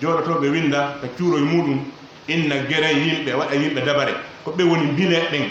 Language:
Pular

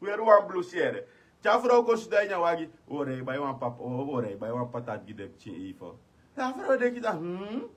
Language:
Sranan Tongo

